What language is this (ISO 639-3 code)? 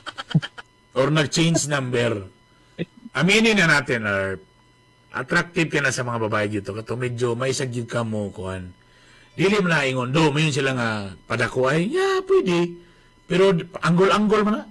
ceb